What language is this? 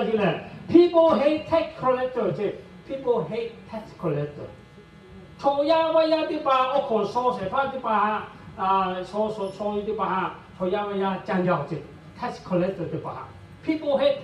Lahu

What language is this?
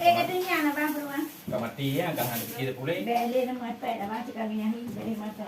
Achinese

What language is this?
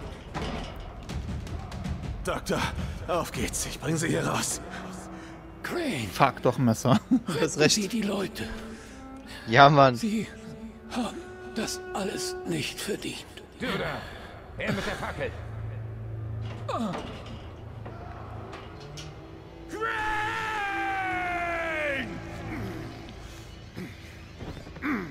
German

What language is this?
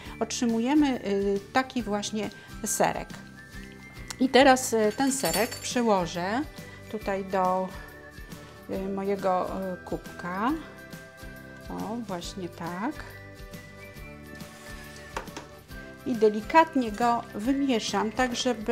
Polish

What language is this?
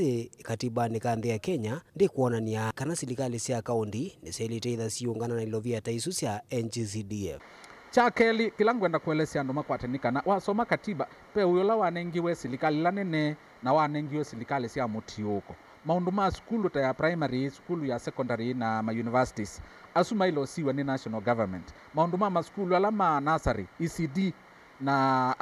Kamba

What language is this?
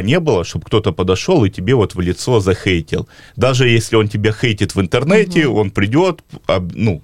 Russian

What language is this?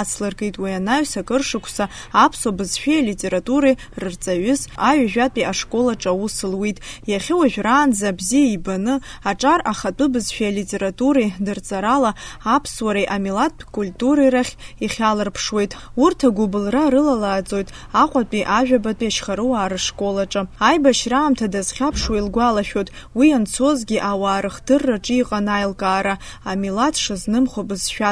Abkhazian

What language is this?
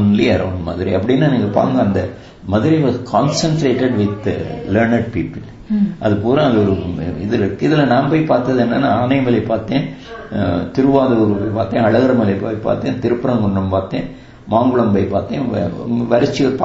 Tamil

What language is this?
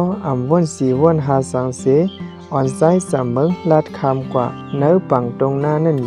Shan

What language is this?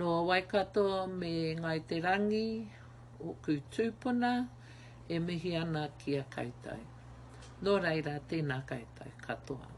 Māori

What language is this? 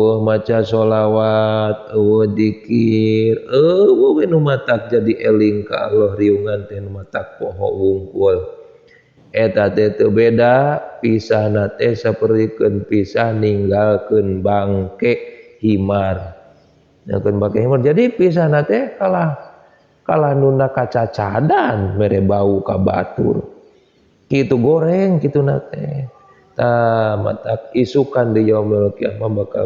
Sundanese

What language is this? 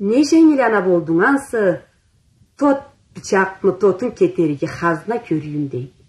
Karachay-Balkar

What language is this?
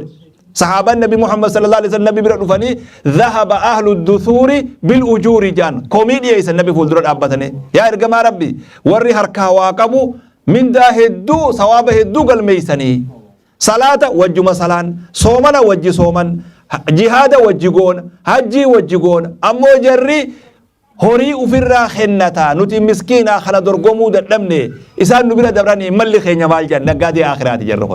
Oromo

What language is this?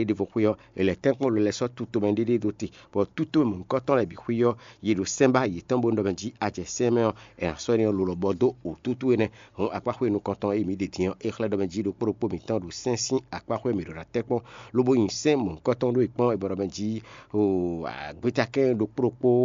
Fon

